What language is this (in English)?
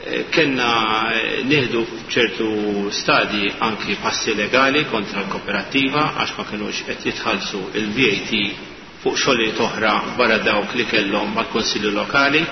Maltese